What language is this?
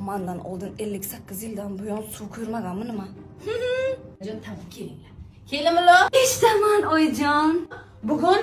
Uzbek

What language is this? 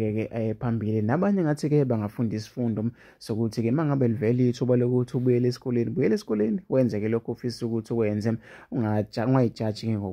Zulu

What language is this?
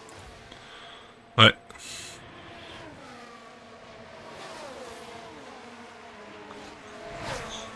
French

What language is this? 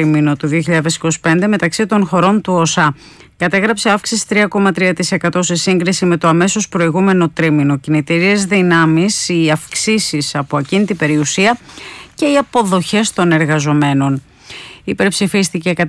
Greek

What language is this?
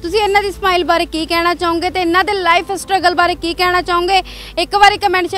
Punjabi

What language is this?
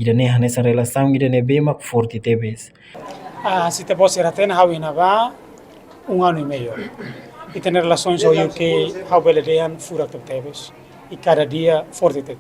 Tetum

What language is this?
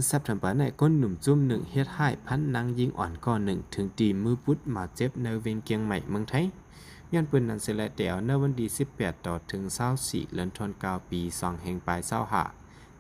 Shan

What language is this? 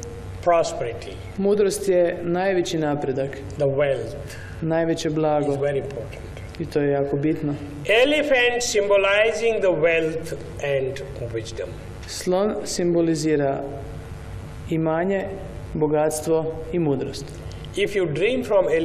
Croatian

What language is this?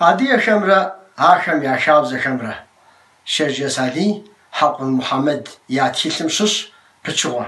Kabardian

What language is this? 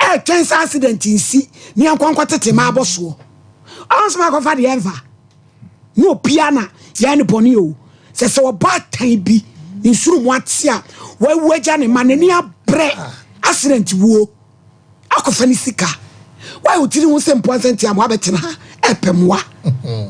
Akan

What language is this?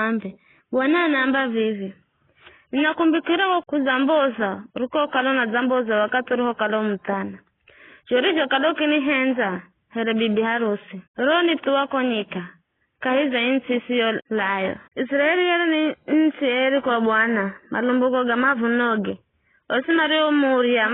Giryama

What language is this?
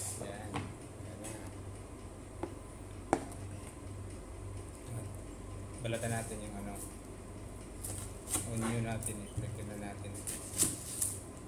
Filipino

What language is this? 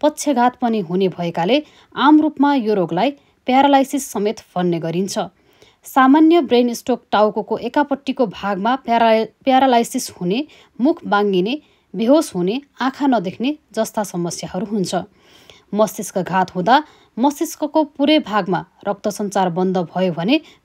Nepali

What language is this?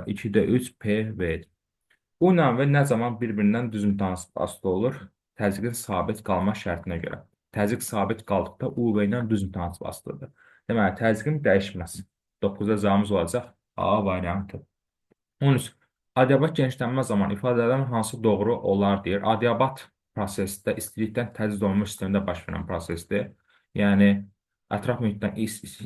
Azerbaijani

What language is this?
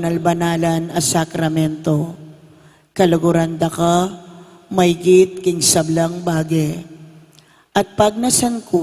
Pampanga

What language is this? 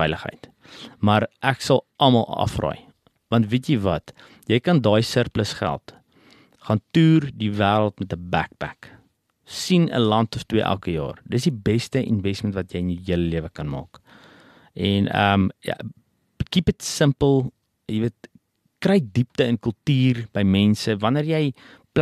Afrikaans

